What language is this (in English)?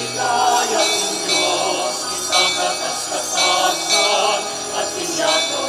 Pampanga